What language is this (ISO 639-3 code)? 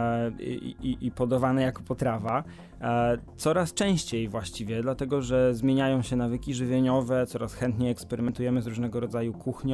pol